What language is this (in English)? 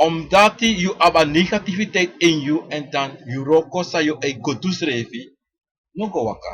Sranan Tongo